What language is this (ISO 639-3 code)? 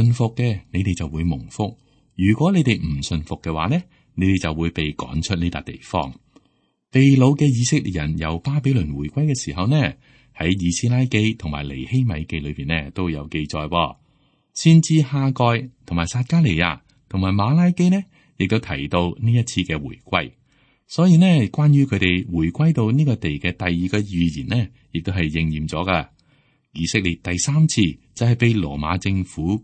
yue